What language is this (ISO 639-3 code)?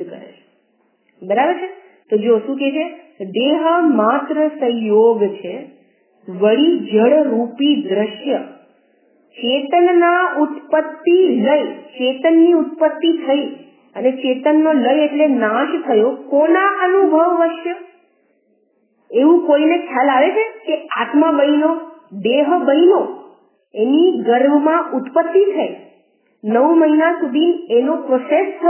guj